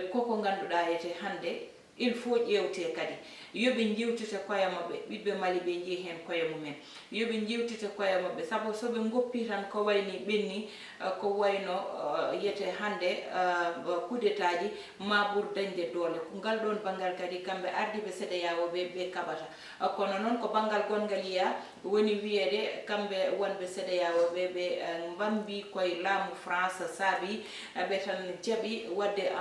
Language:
Fula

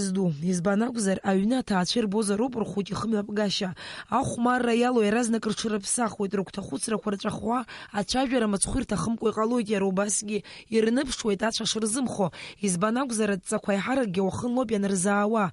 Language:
Abkhazian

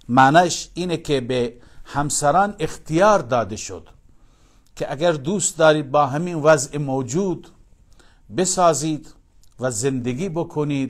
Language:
Persian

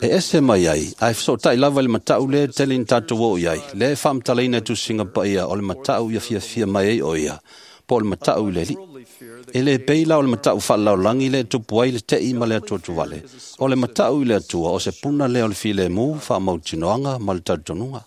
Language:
Samoan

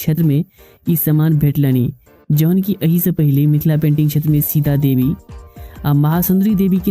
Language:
Maithili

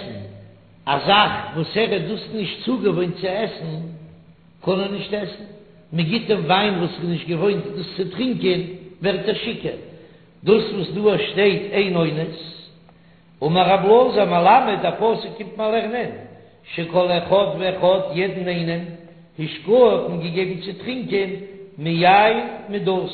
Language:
Yiddish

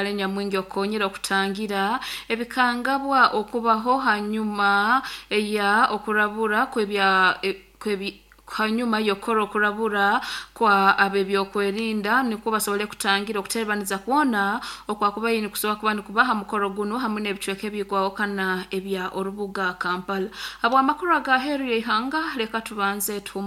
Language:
Nyoro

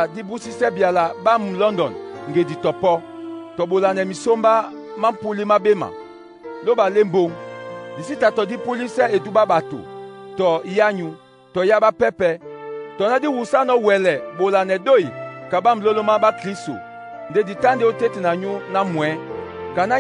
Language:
Duala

